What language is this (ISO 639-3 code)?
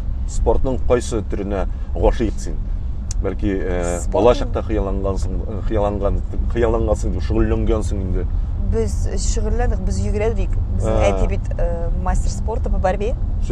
tat